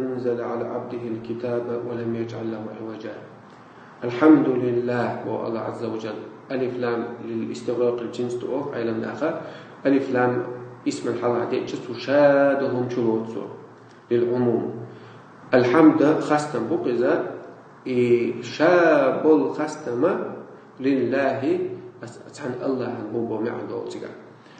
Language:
Chechen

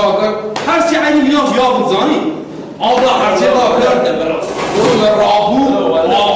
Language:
Kurdish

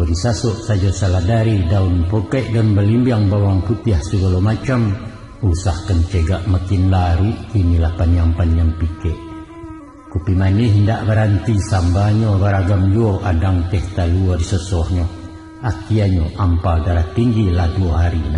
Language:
Minangkabau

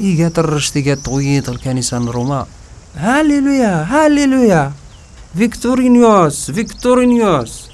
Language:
Kabyle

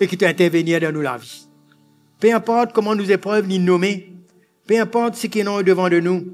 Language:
Morisyen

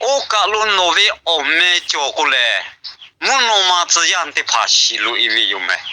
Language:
Lahu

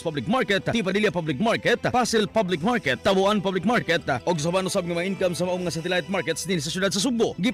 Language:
Cebuano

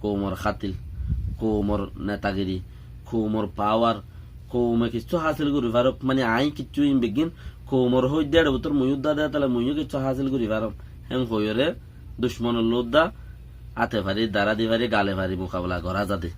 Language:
Rohingya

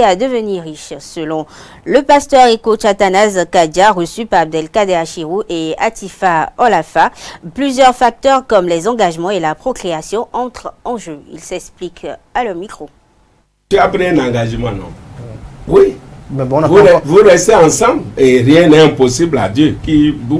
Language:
French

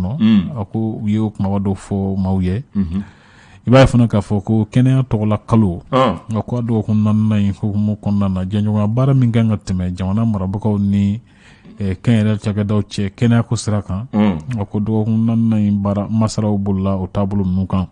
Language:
Bambara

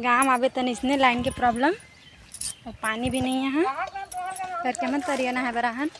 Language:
Chhattisgarhi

